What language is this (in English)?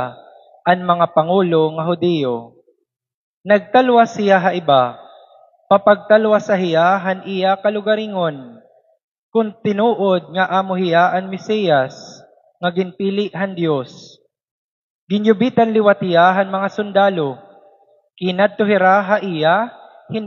Waray